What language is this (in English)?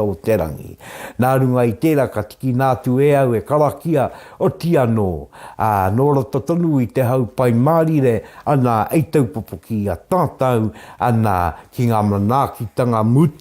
Māori